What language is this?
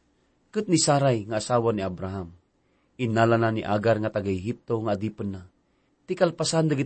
Iloko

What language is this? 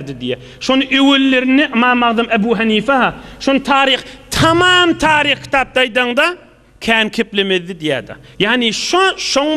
Turkmen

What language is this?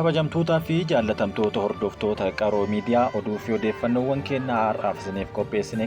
Oromo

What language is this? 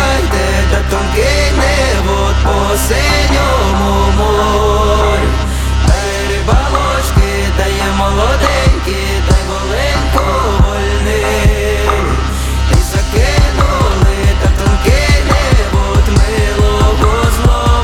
Ukrainian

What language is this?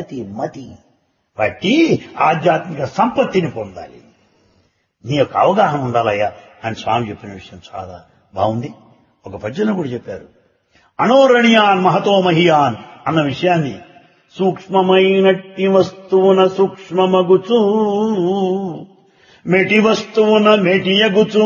Telugu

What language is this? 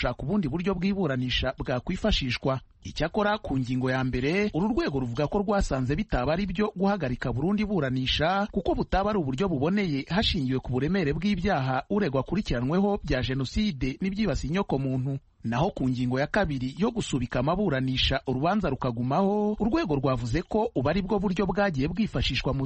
Kinyarwanda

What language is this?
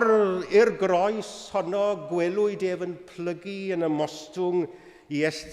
Welsh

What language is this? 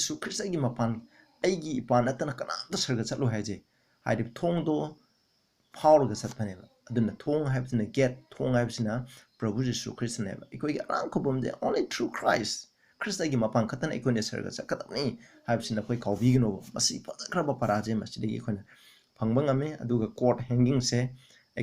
Manipuri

